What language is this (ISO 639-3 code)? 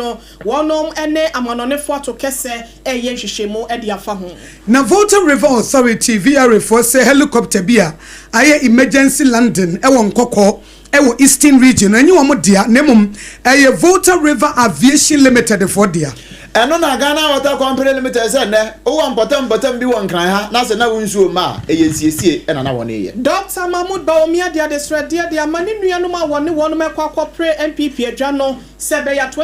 aka